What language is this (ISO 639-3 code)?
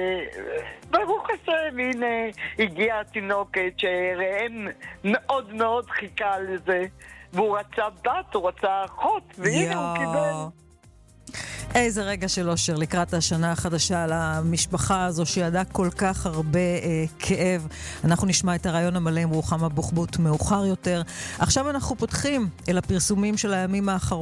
heb